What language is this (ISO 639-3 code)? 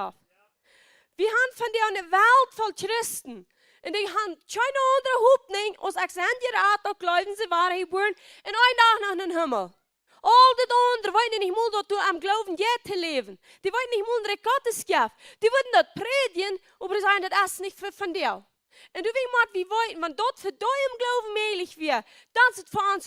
pdt